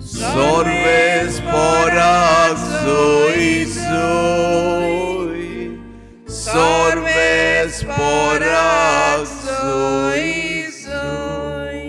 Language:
Konkani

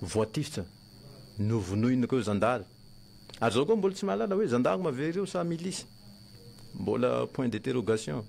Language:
Malagasy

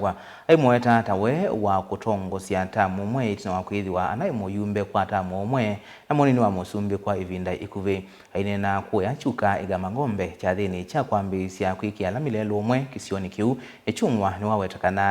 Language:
Kamba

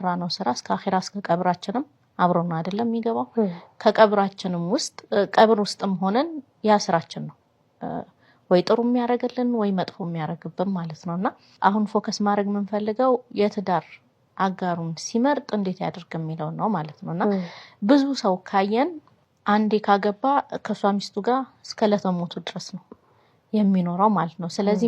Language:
Amharic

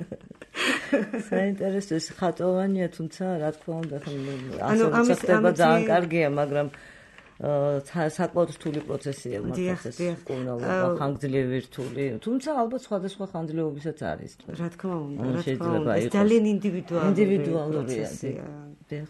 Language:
Georgian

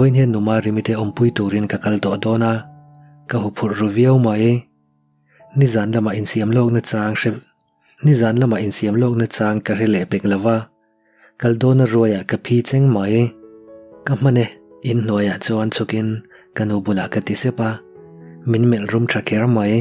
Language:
Mizo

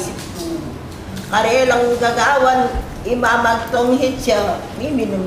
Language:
Pampanga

